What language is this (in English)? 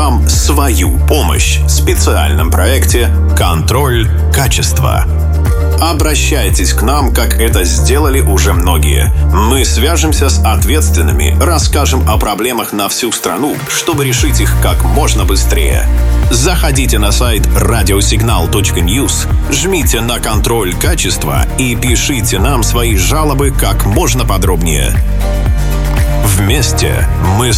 Russian